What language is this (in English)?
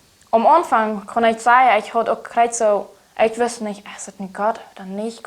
Plautdietsch